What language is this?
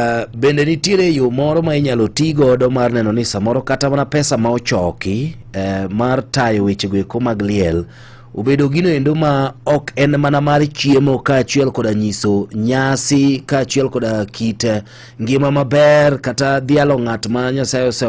Luo (Kenya and Tanzania)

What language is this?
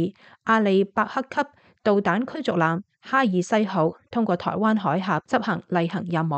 Cantonese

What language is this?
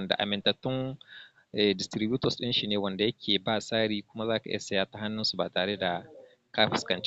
Hausa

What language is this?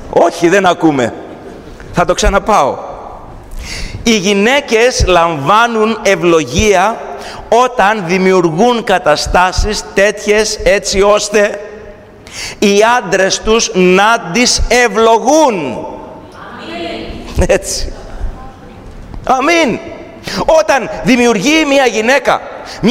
Greek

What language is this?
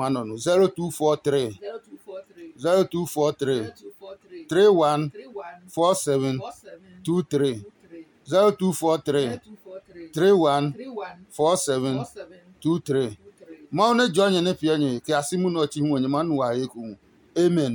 Adangme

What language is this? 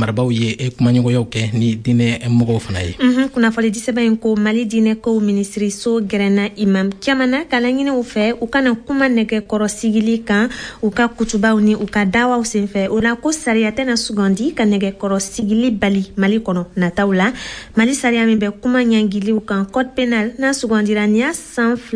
Bambara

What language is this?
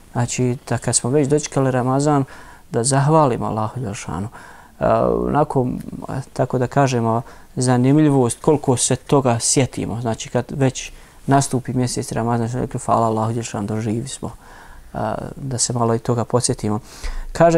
Bosnian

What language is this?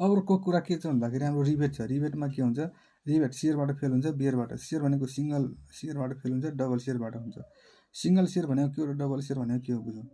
Nepali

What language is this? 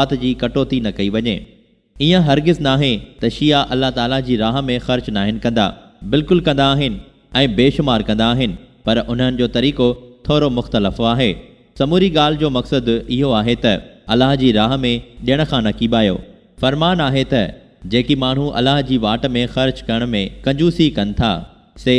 Sindhi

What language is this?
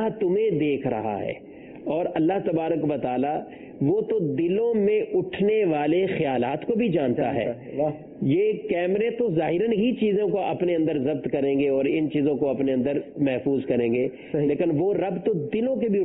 Urdu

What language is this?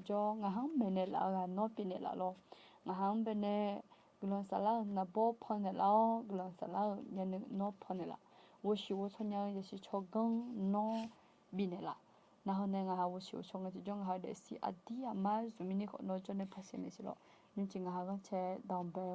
Akha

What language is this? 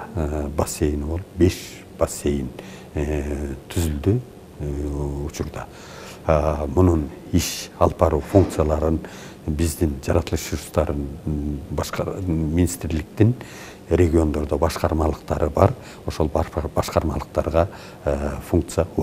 Kyrgyz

